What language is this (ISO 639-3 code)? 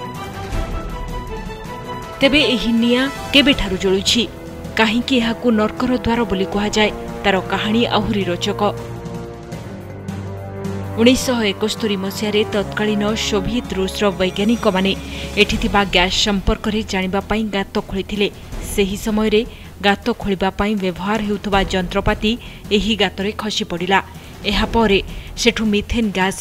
ori